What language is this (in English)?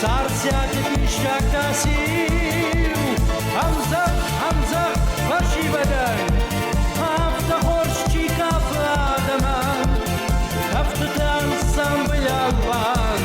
Ossetic